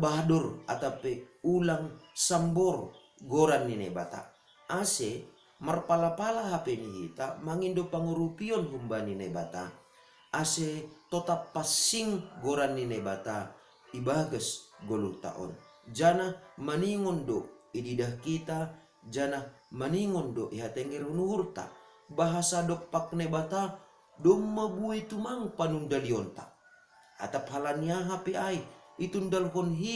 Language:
Batak Simalungun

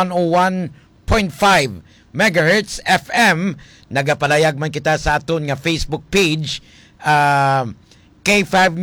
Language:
Hiligaynon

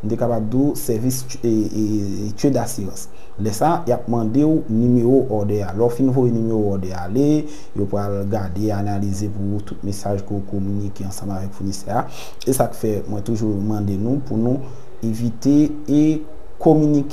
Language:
Haitian Creole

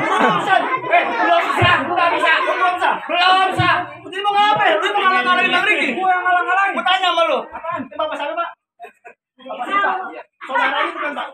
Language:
Betawi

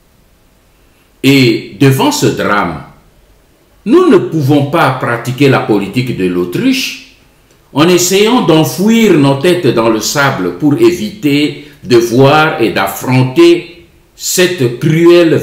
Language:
French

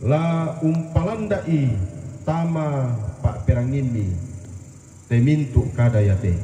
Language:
Toraja-Sa'dan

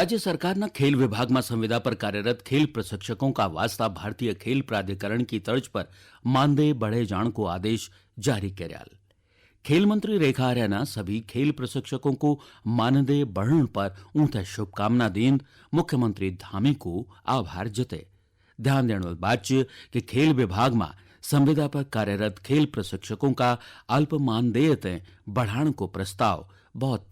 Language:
Garhwali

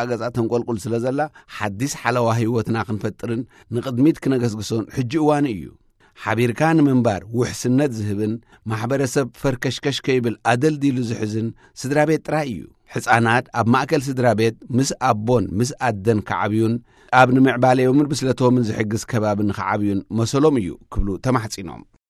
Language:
Tigrinya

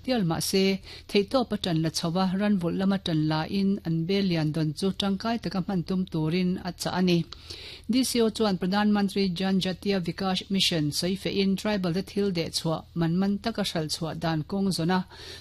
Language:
Mizo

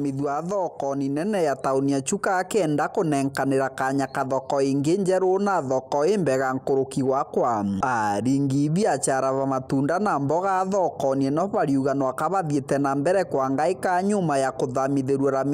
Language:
Meru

